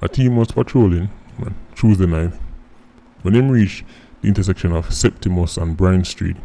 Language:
Jamaican Creole English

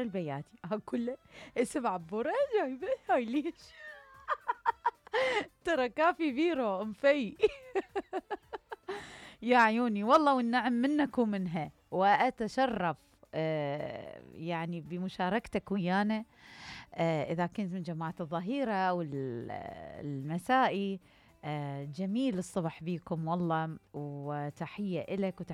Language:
Mesopotamian Arabic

